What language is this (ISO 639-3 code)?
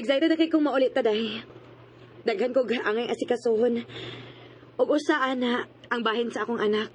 ceb